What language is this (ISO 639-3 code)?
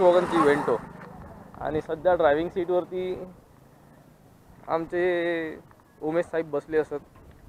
mar